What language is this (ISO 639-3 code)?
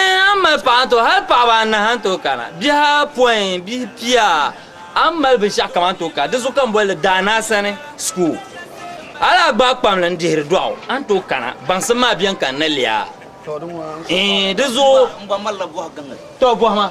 dag